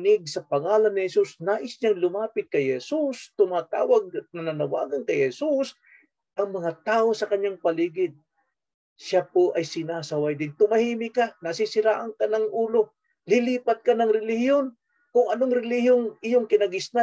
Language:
Filipino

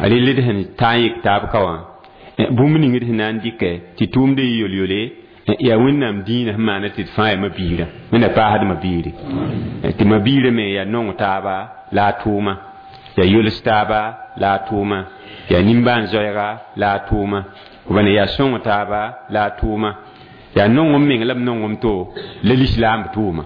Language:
Mossi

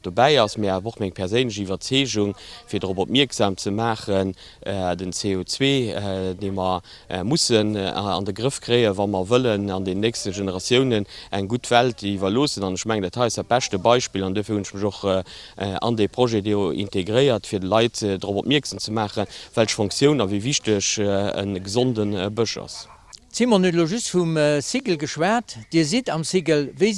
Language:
Luxembourgish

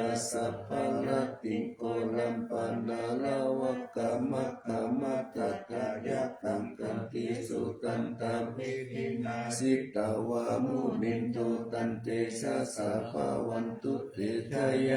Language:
Pali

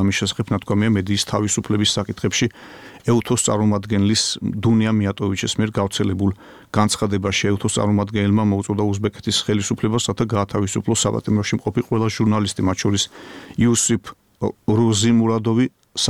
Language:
Georgian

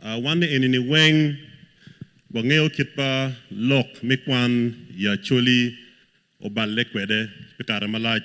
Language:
Acoli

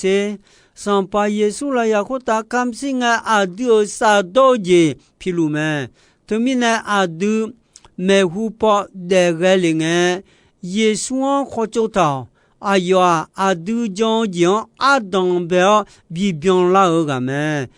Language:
Akha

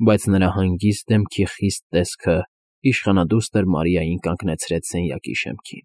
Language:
Armenian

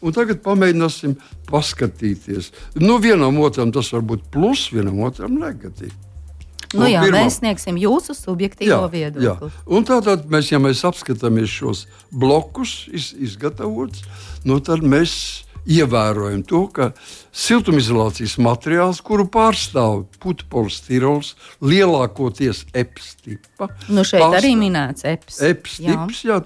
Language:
Latvian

